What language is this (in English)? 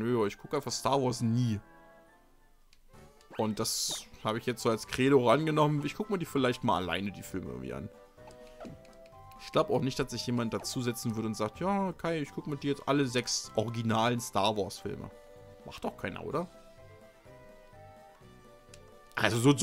German